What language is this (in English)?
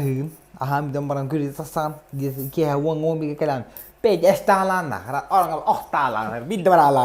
Yakut